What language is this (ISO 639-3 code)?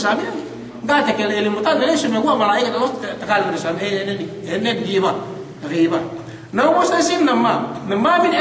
yka